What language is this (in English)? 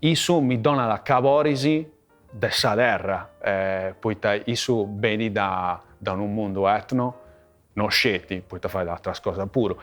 Sardinian